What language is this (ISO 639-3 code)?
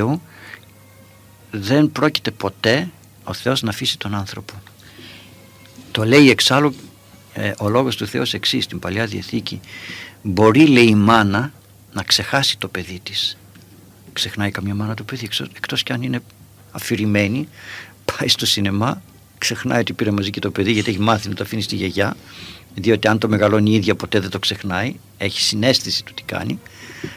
ell